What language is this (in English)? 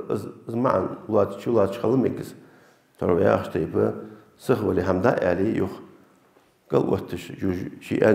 Ingush